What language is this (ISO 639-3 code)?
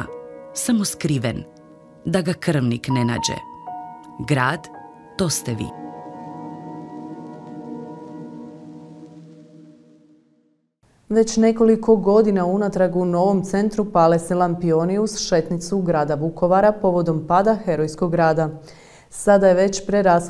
hrv